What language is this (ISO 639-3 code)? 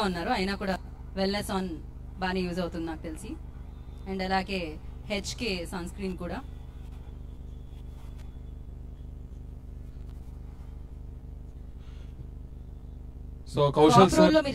tel